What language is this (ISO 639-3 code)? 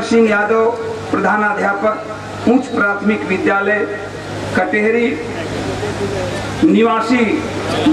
bho